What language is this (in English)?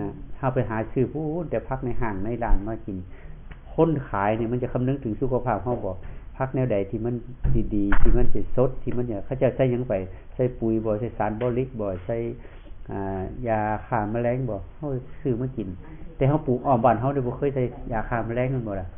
Northeastern Thai